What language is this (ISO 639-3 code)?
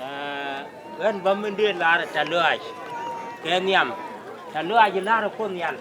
nus